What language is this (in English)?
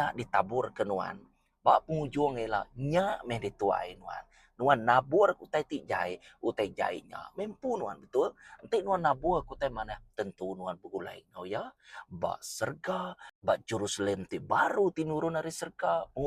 Iban